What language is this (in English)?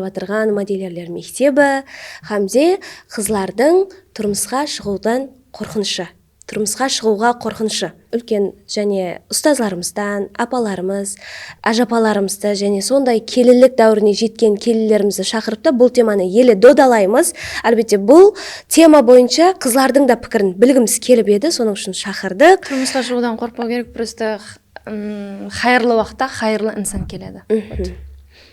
Kara-Kalpak